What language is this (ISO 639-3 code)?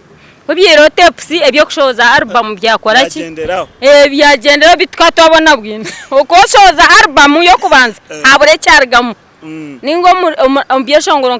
nyn